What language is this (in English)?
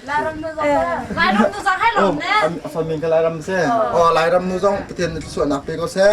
Hakha Chin